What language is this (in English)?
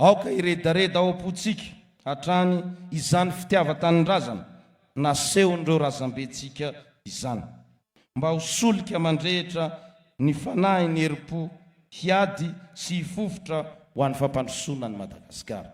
Malagasy